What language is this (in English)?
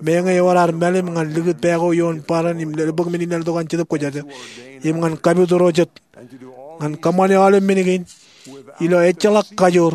Marshallese